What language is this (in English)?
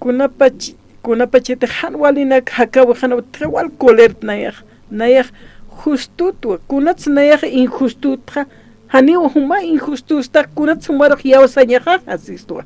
Aymara